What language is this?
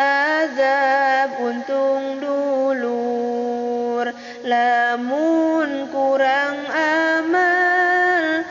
Sundanese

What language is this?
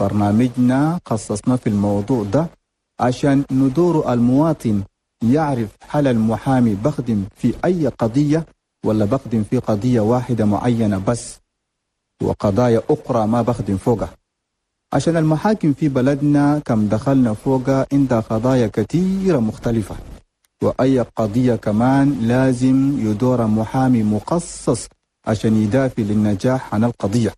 Chadian Arabic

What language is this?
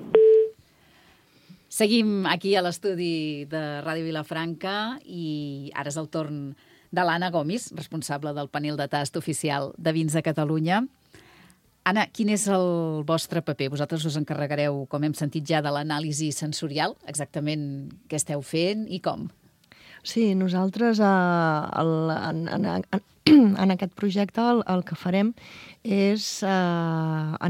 Catalan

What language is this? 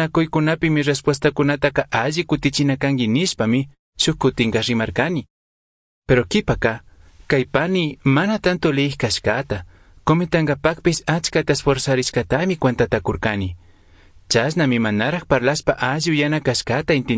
Chimborazo Highland Quichua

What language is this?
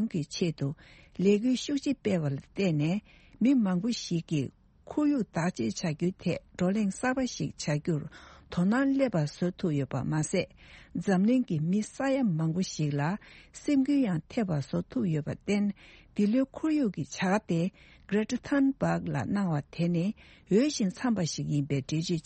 Tibetan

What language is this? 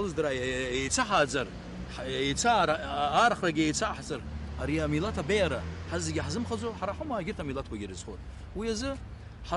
Abkhazian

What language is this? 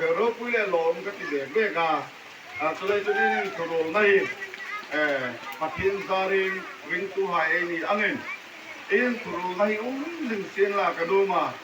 Hmar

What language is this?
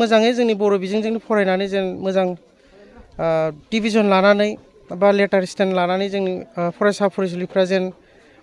Bodo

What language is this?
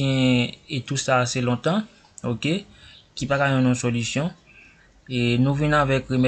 Haitian Creole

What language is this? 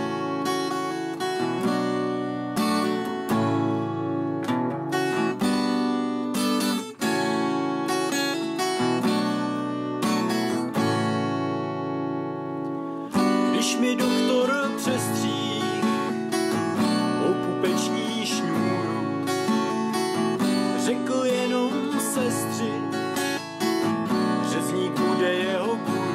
Czech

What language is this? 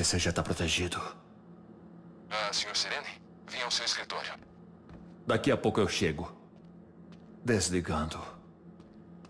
Portuguese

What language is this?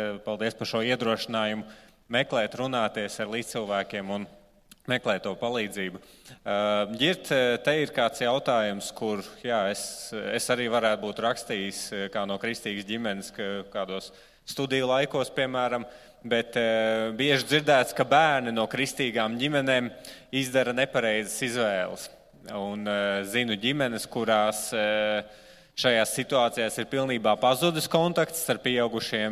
Latvian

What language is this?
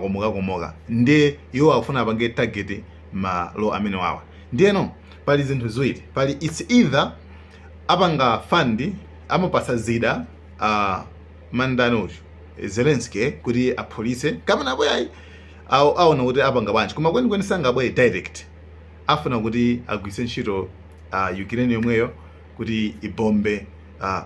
Nyanja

